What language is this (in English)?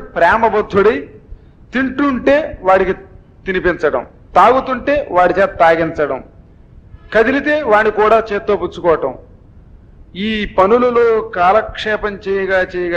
Telugu